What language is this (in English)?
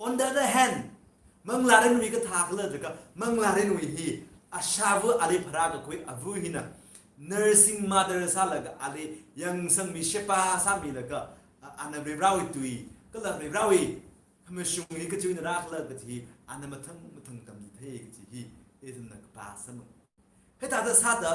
Tangkhul Naga (India)